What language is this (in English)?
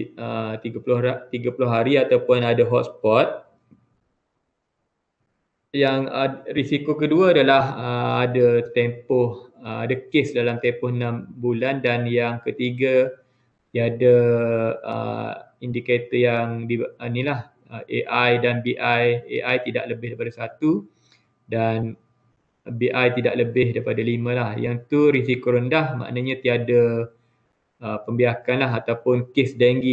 Malay